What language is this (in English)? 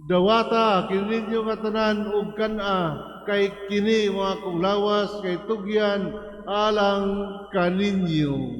Cebuano